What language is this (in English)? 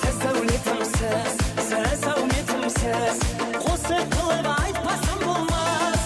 Kara-Kalpak